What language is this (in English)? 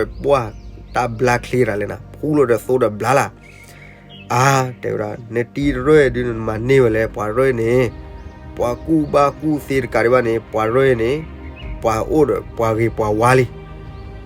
S'gaw Karen